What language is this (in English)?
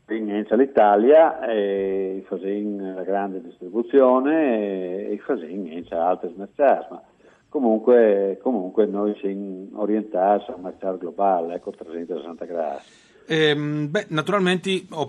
Friulian